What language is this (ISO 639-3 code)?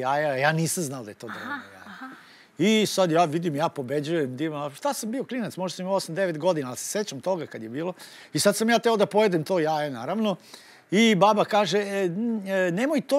srp